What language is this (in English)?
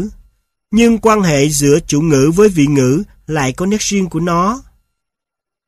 Vietnamese